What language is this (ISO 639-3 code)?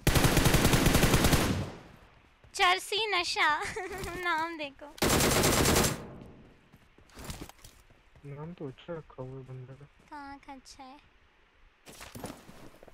hin